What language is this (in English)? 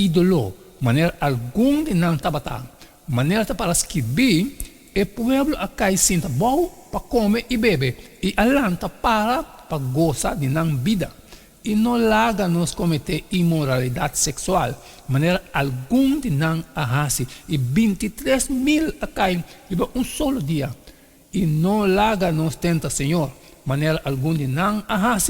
Papiamento